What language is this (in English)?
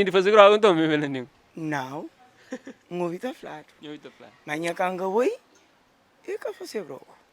Kabuverdianu